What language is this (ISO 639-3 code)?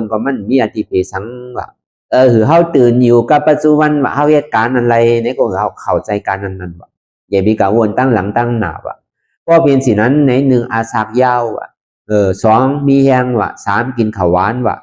shn